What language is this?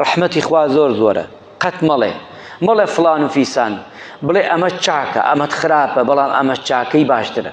Central Kurdish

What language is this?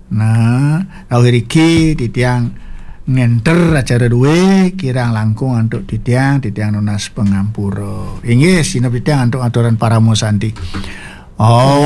Balinese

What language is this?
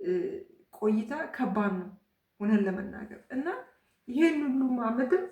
Amharic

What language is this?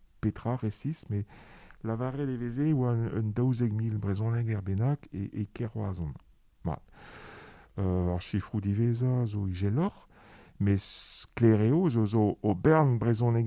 Breton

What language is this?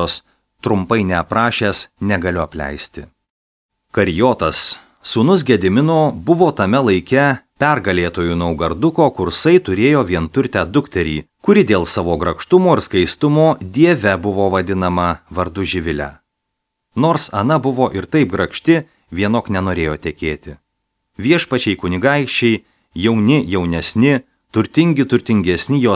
Lithuanian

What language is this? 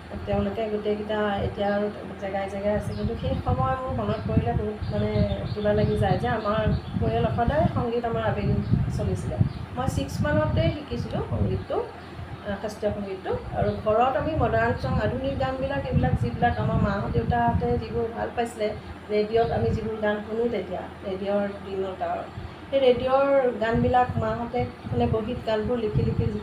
Assamese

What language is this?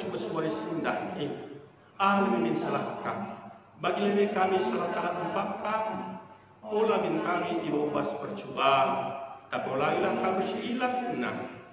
Batak Karo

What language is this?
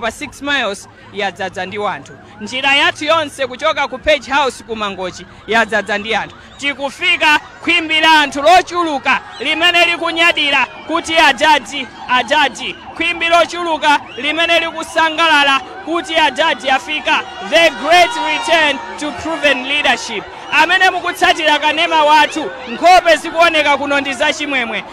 Nyanja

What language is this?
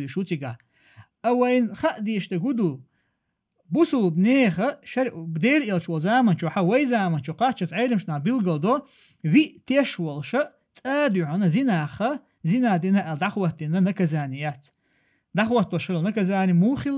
Chechen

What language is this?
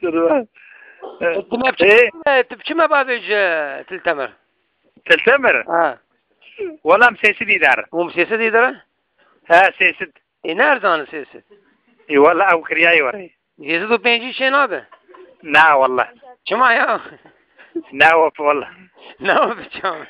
Kurdish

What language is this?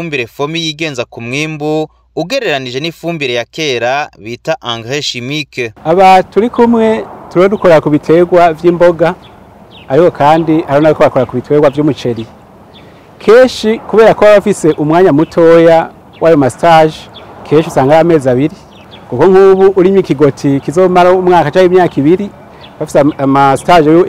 Rundi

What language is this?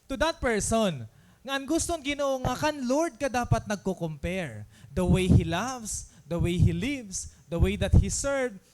Waray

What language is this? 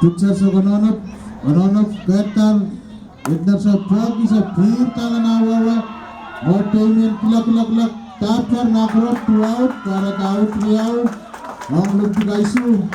Pohnpeian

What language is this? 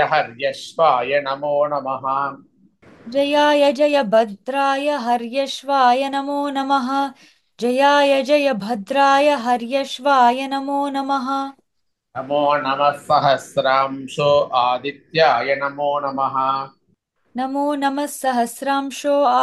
Sanskrit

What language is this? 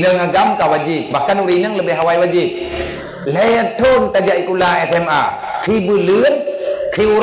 Achinese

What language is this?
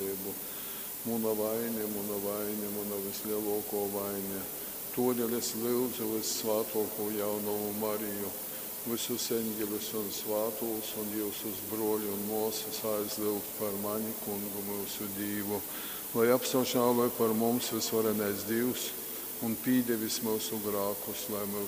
Latgalian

